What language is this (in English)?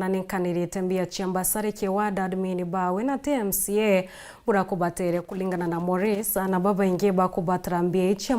Meru